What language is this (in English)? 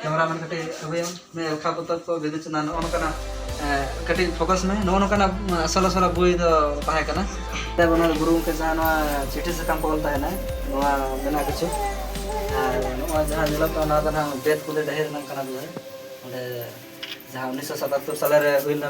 Santali